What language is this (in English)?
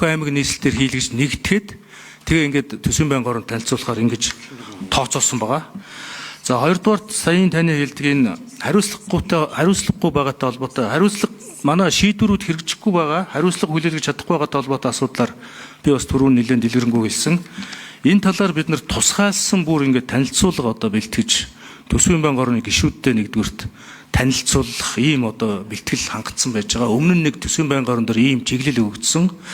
Mongolian